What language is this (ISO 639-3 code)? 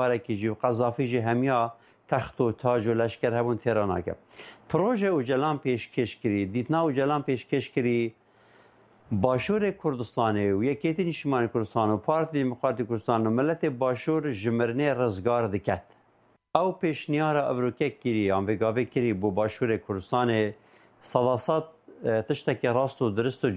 kur